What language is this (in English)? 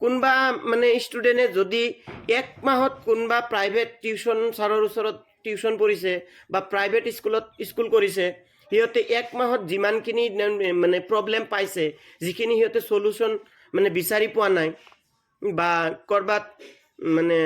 Assamese